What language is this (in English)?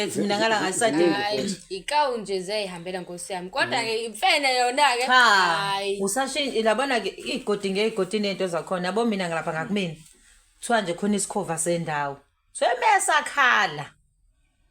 Zulu